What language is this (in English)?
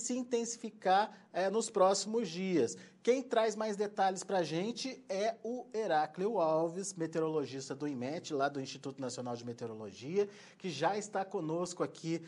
Portuguese